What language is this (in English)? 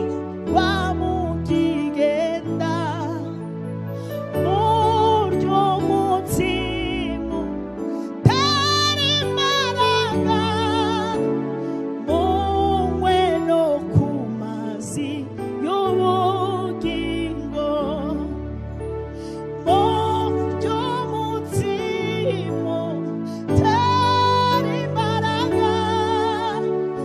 Kinyarwanda